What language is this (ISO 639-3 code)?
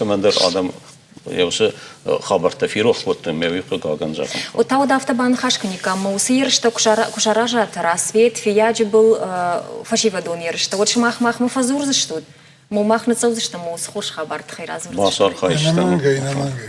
oss